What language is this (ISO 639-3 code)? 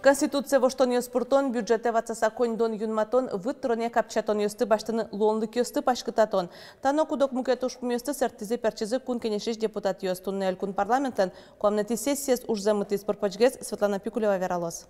udm